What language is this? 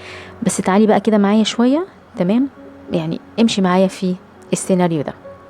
Egyptian Arabic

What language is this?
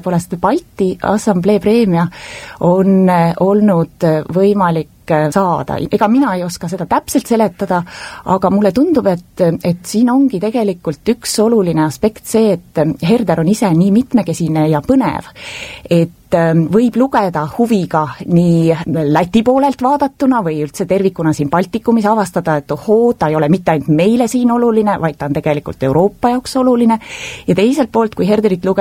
Estonian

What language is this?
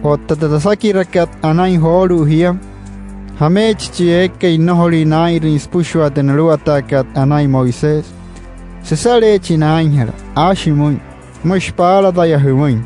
Wayuu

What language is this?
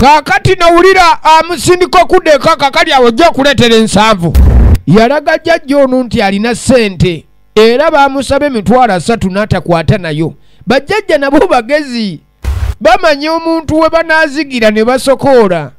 Ganda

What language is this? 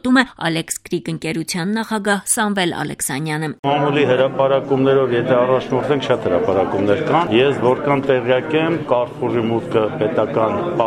Armenian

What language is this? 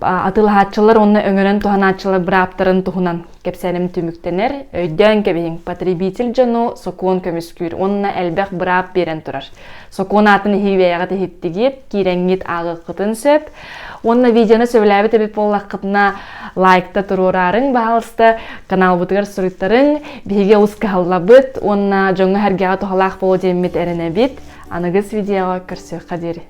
Yakut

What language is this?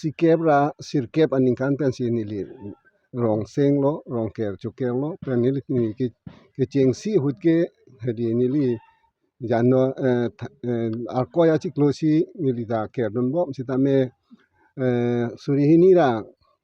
Karbi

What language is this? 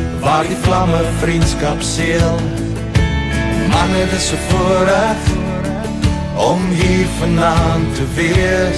Afrikaans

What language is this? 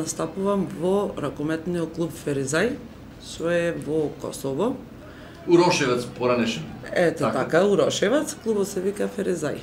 Macedonian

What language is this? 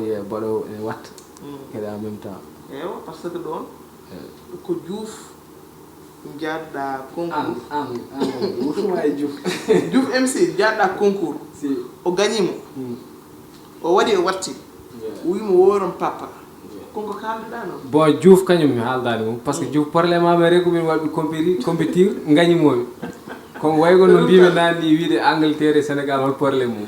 Fula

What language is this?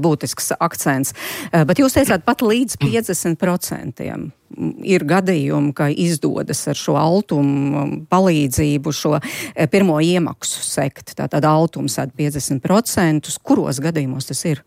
Latvian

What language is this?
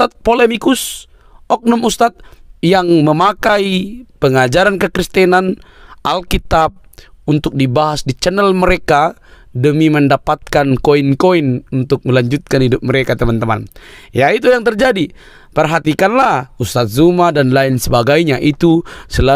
Indonesian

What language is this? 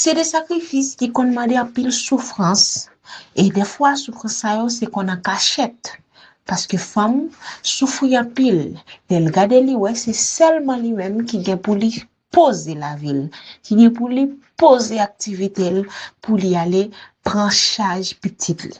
Haitian Creole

